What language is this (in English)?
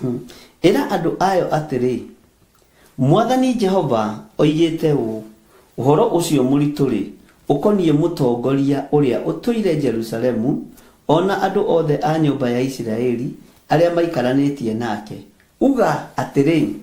Kikuyu